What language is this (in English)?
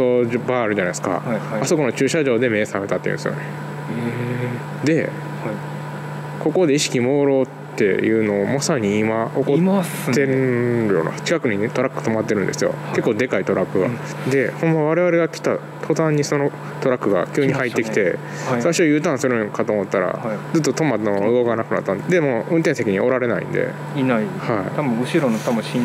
Japanese